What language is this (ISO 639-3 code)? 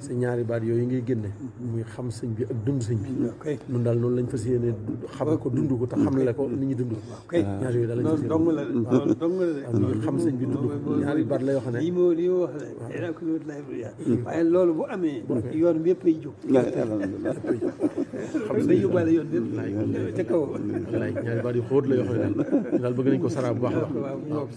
wol